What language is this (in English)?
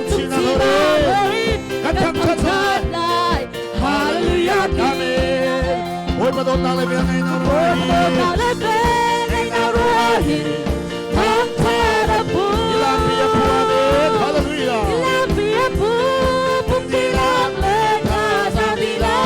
Hakha Chin